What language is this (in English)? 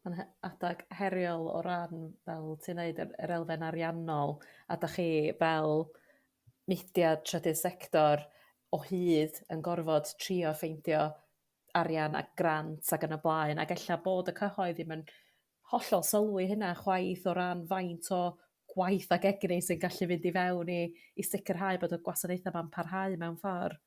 Welsh